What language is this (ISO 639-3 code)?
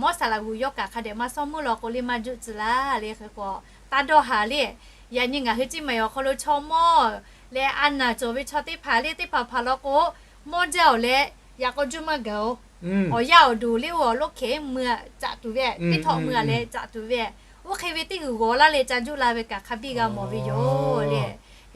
lhu